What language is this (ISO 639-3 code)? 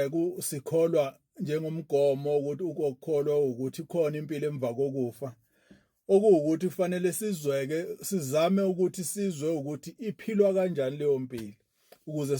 zul